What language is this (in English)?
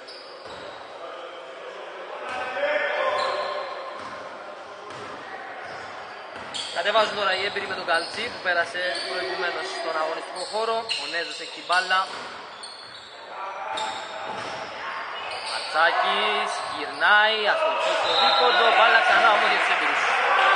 Greek